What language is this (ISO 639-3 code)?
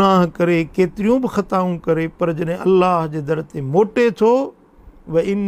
snd